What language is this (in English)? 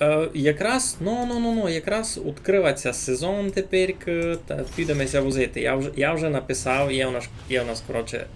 Rusyn